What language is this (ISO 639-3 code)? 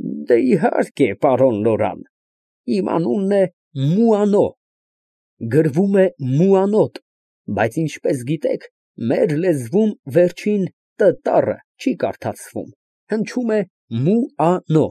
hye